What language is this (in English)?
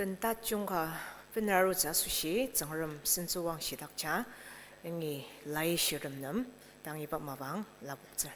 Ao Naga